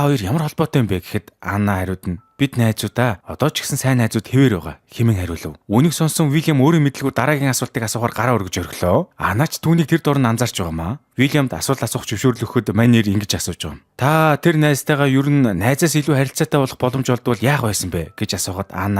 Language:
Mongolian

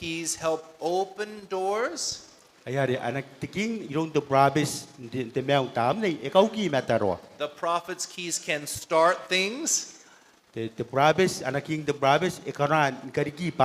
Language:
Gilbertese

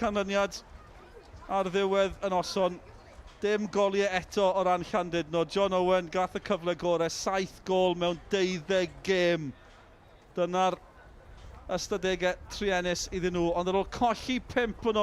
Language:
Welsh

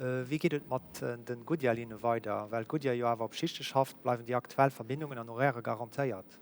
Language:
Luxembourgish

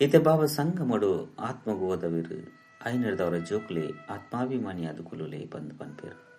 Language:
Tulu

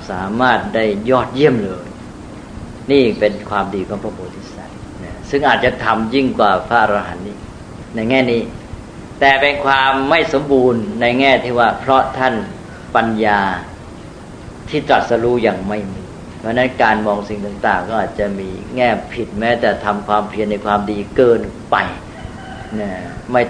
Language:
Thai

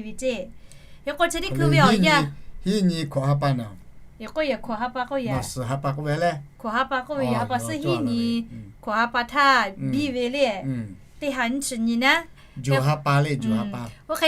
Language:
Lahu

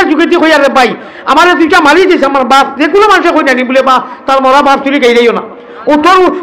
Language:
Sylheti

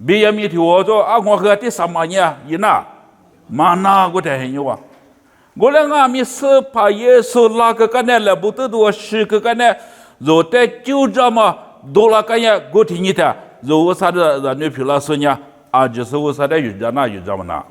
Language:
Lisu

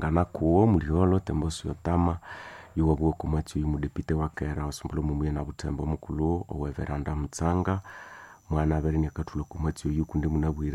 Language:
Nande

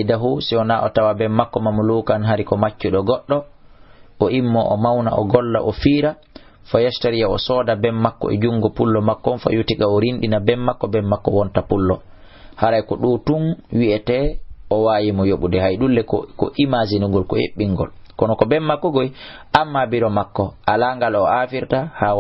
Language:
Fula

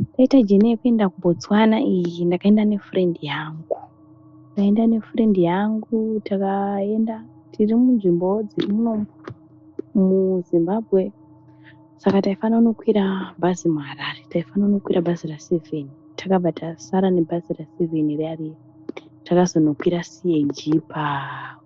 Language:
Shona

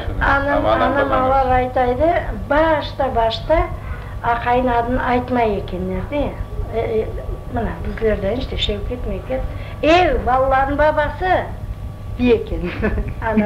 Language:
Crimean Tatar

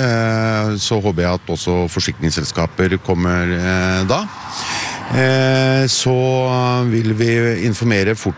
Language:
Norwegian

